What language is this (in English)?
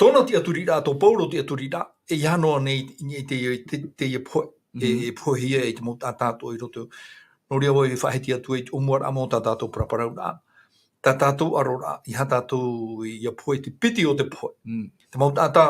Tahitian